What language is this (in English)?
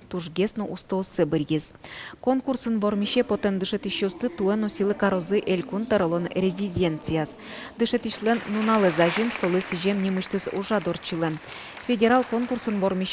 Udmurt